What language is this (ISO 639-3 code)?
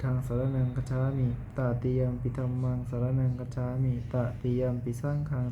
pli